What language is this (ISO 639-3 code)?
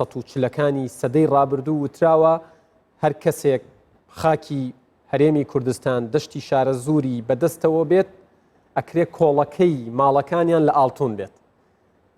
ckb